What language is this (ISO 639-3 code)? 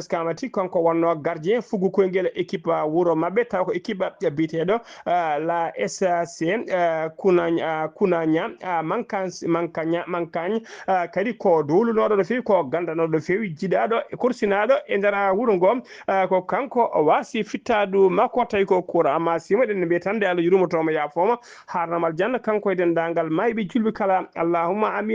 ful